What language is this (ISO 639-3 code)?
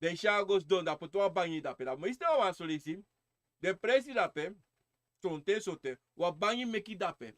srn